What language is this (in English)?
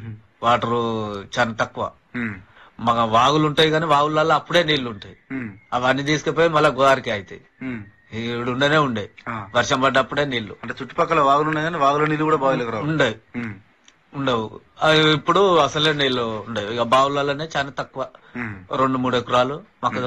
Telugu